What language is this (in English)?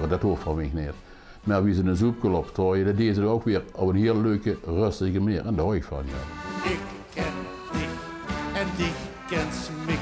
Limburgish